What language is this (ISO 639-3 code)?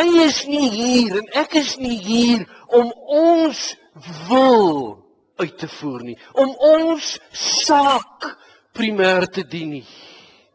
afr